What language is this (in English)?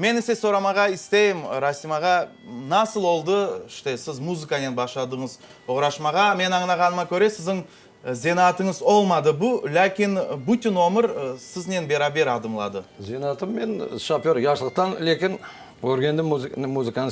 Crimean Tatar